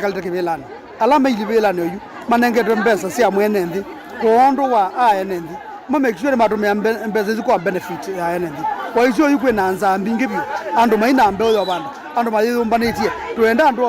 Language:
Kamba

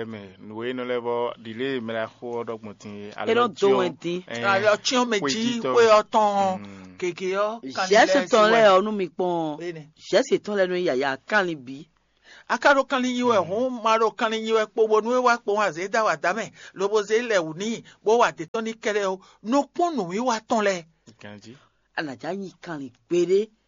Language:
Fon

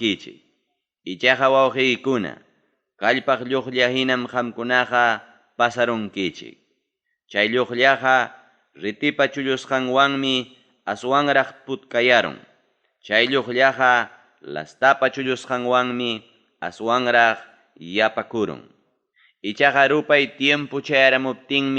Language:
Ayacucho Quechua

